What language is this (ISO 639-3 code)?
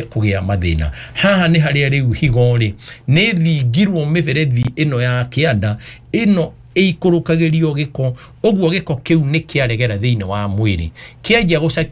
kik